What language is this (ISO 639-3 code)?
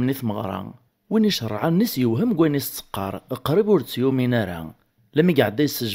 kab